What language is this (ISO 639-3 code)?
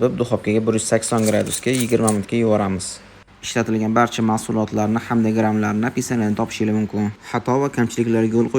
uzb